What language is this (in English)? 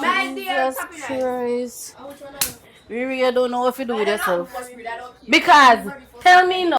Jamaican Creole English